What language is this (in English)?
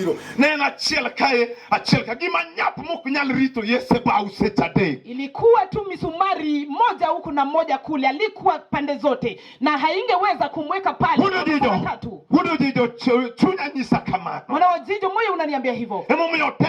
Luo (Kenya and Tanzania)